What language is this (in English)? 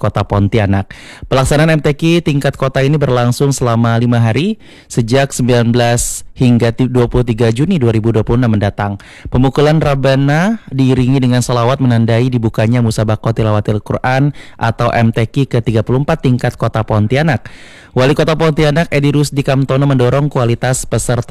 Indonesian